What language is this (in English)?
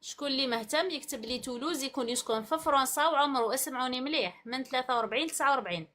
Algerian Arabic